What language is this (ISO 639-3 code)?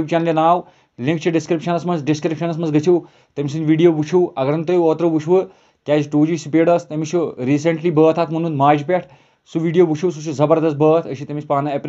kas